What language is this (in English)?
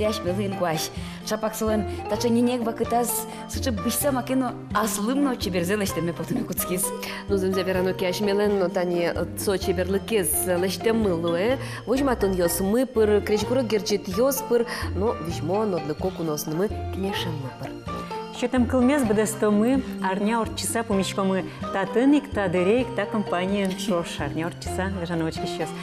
Udmurt